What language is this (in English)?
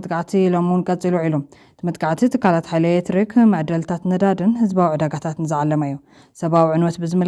Tigrinya